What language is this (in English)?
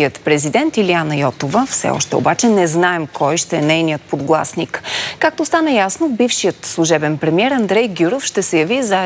Bulgarian